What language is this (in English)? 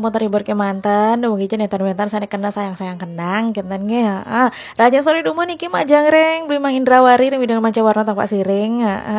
Balinese